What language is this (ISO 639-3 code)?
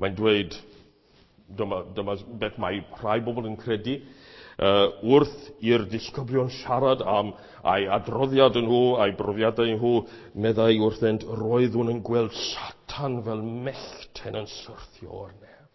cym